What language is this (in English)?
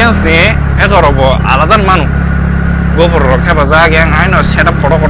Kok Borok